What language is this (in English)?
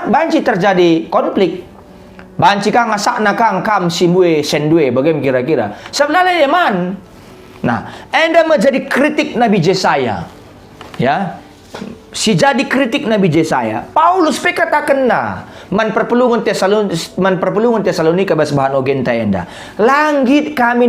Batak Karo